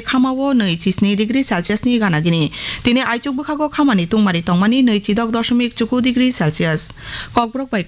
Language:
Kok Borok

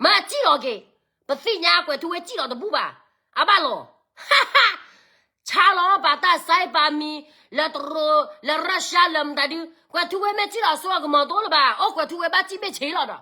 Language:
S'gaw Karen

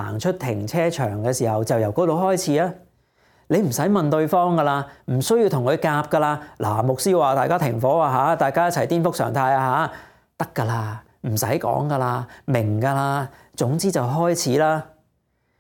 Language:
Cantonese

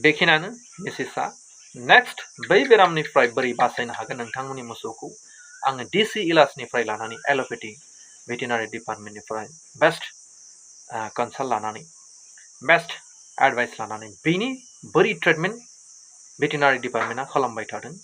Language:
Bodo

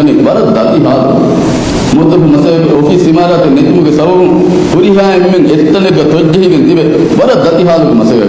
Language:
Divehi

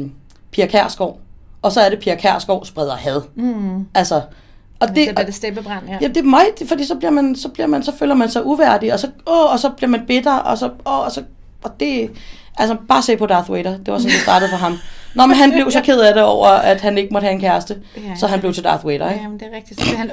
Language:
Danish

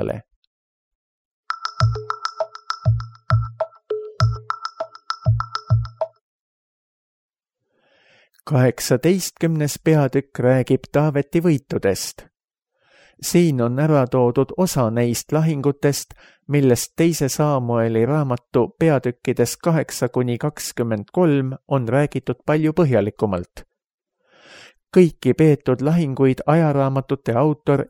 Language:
Estonian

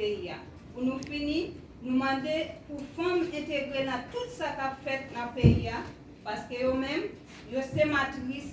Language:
Haitian Creole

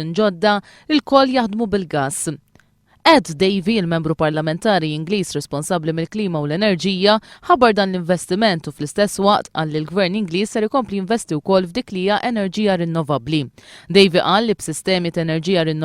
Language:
Maltese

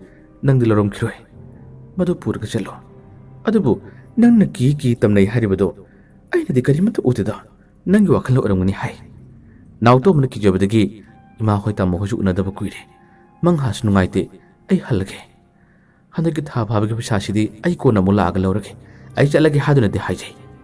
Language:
Manipuri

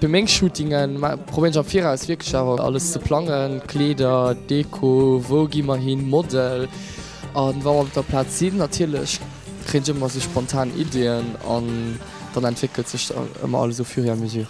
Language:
Luxembourgish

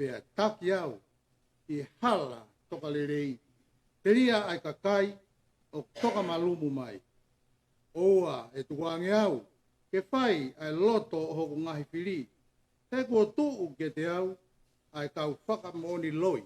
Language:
Tongan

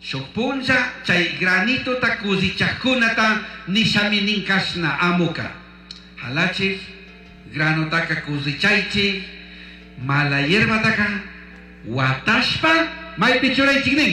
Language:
Chimborazo Highland Quichua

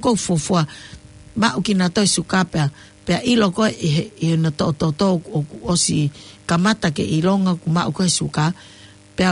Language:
Tongan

